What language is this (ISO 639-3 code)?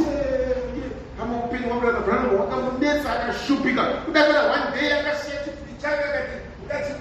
sna